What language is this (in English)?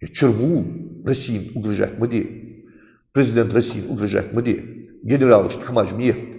Ingush